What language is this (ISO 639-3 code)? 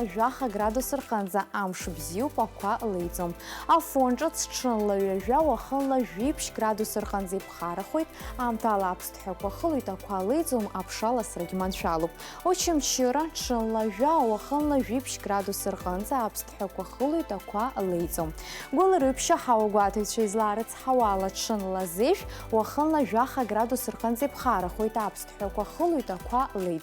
abk